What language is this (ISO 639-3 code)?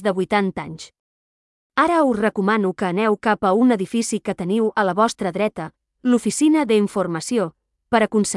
cat